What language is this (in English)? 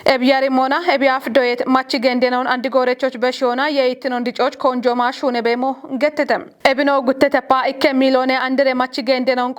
Kafa